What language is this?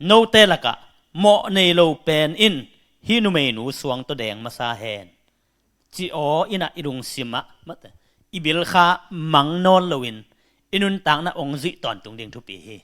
Tedim Chin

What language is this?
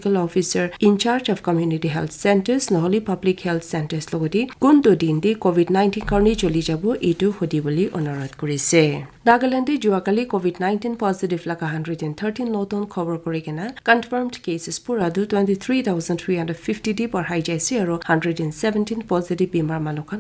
Naga Pidgin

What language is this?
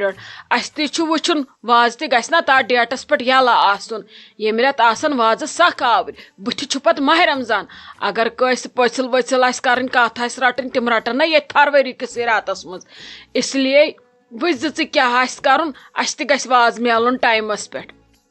Kashmiri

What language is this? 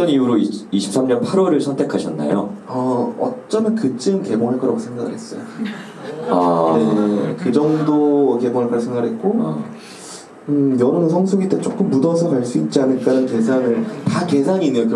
Korean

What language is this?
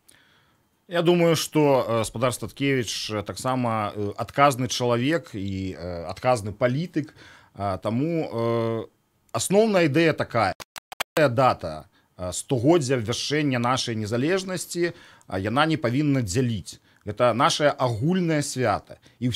Belarusian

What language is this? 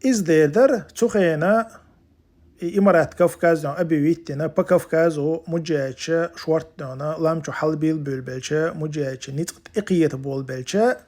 Chechen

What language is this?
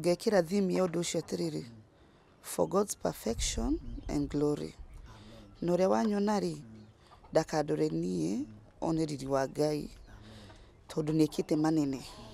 Kikuyu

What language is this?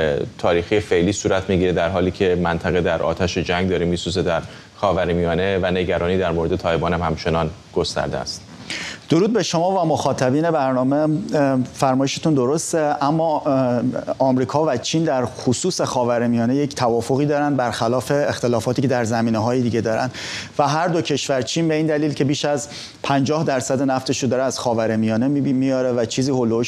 Persian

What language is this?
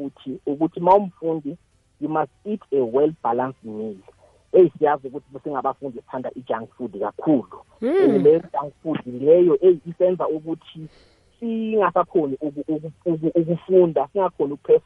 South Ndebele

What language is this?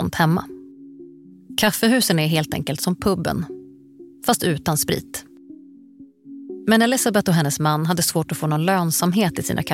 Swedish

